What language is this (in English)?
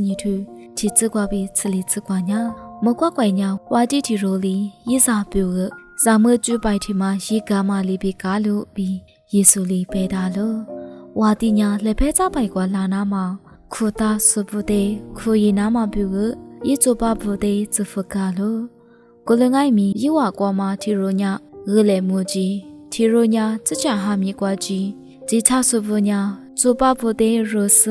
Lisu